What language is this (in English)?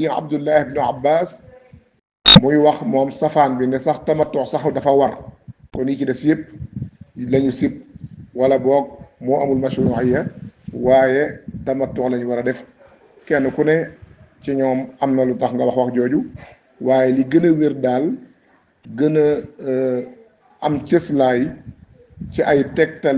Wolof